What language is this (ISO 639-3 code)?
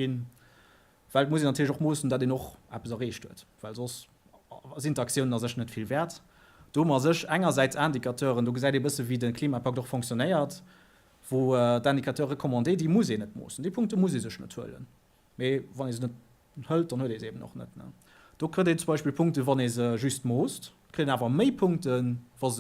ltz